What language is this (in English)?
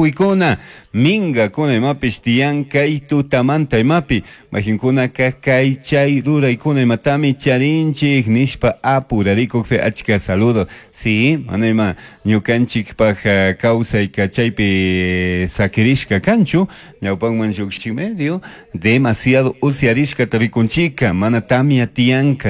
Chimborazo Highland Quichua